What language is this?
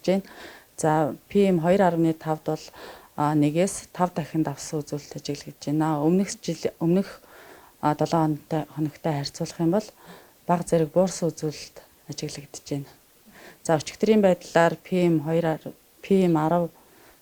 Mongolian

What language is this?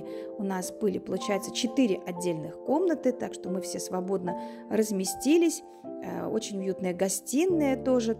Russian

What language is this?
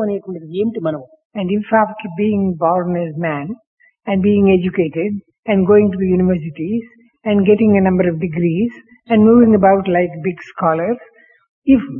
Telugu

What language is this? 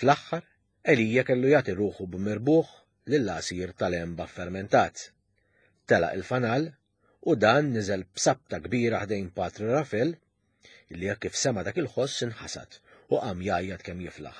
Maltese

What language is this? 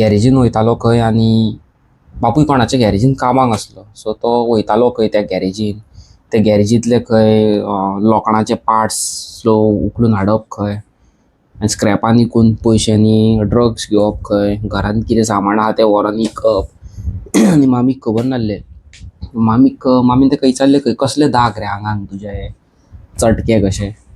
Konkani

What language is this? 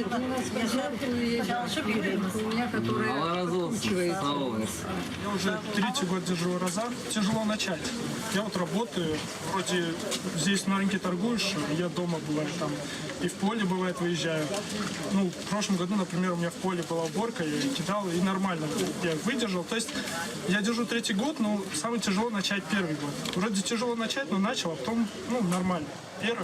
Crimean Tatar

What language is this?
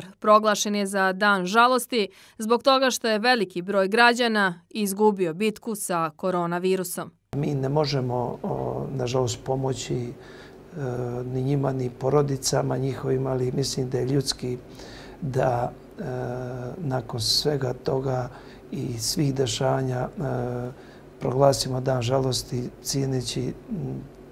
Bosnian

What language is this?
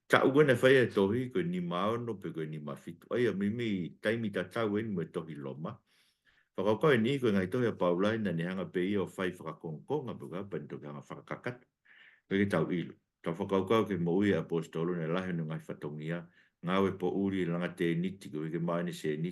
Tongan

